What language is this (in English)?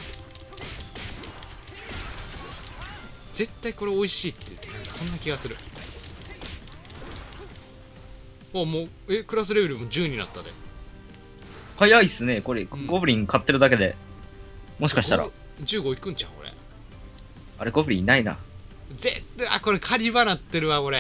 Japanese